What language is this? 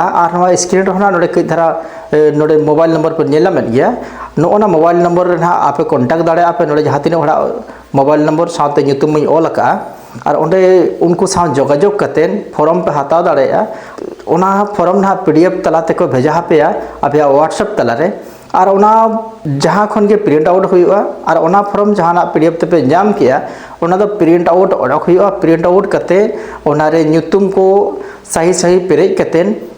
Santali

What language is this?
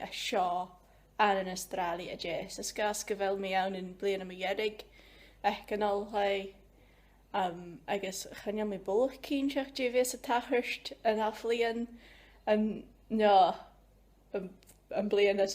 Scottish Gaelic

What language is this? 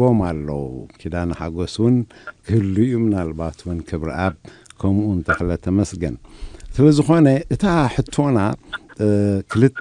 Tigrinya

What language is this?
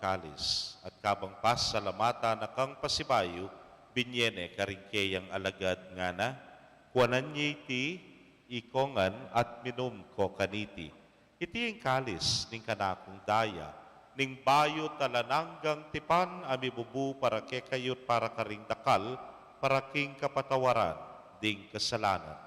Pampanga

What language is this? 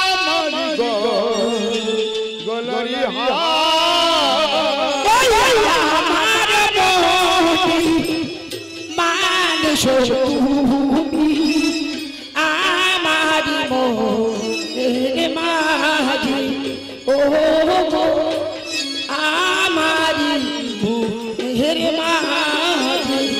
Bangla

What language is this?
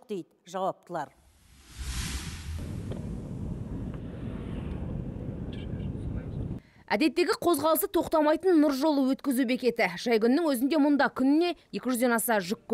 Kazakh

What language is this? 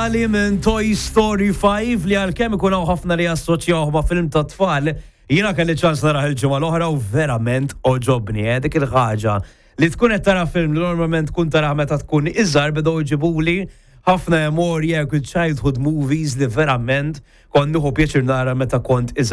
Maltese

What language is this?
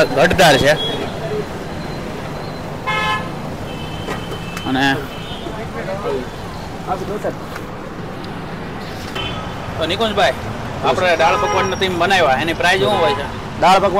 Gujarati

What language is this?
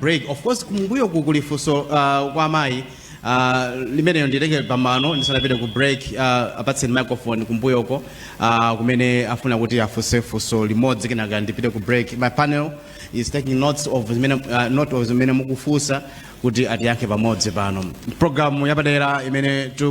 Nyanja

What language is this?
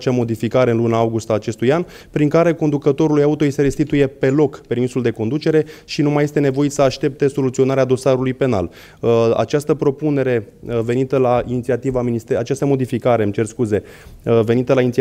Romanian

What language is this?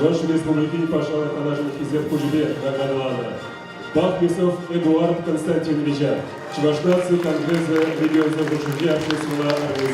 Chuvash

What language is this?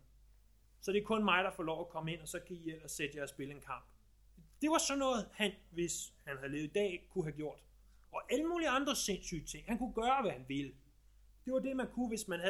Danish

